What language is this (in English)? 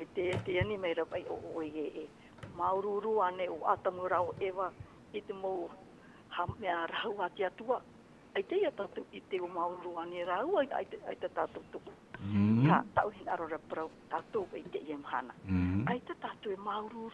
Tahitian